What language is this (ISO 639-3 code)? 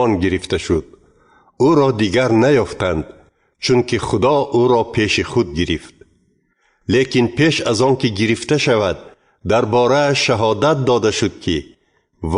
tgk